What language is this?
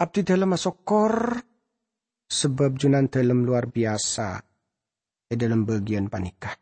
Madurese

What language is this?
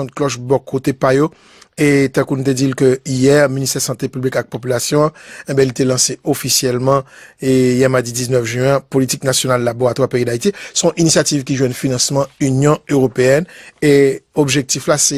Haitian Creole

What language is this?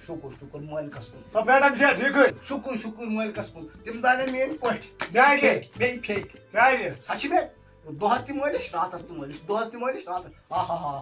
Kashmiri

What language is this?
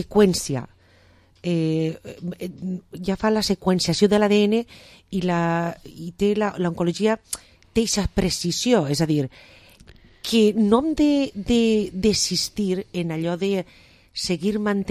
Catalan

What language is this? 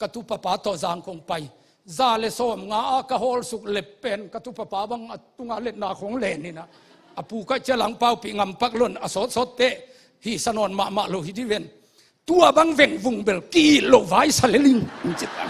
Tedim Chin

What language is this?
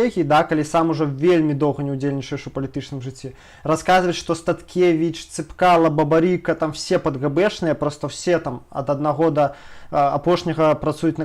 Belarusian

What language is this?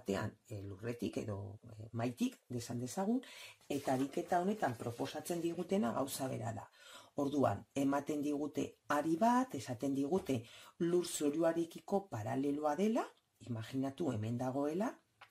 Basque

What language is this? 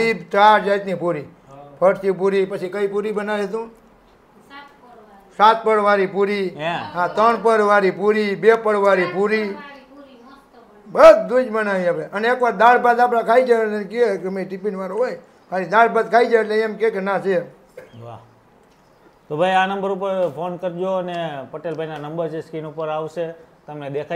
Gujarati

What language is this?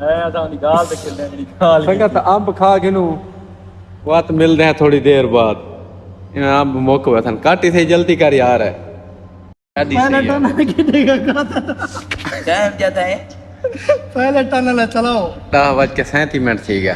Saraiki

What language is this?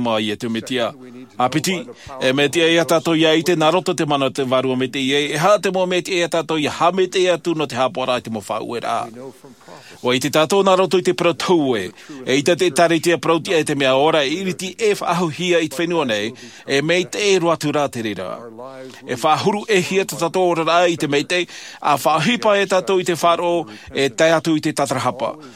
Tahitian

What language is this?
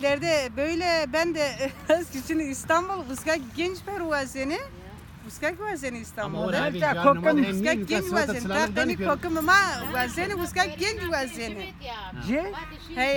Zaza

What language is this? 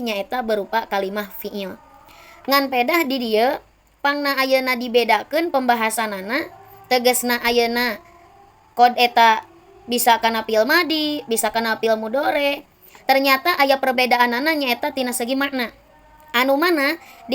Sundanese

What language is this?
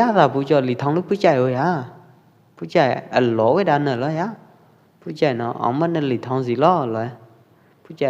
Pwo Eastern Karen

